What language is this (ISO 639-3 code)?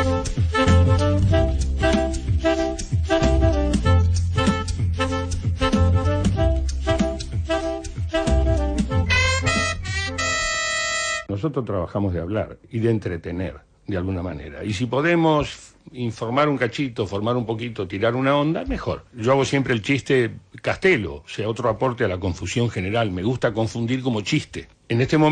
spa